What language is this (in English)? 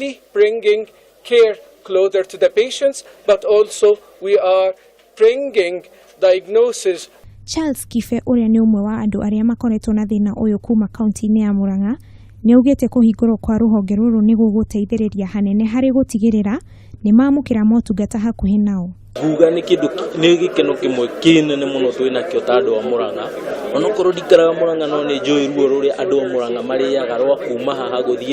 Kikuyu